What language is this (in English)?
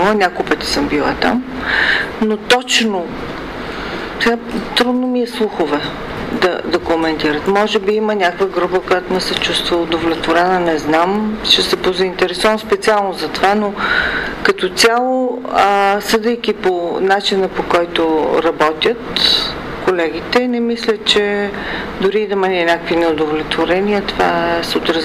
Bulgarian